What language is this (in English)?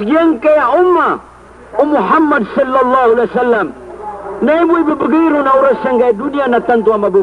Maranao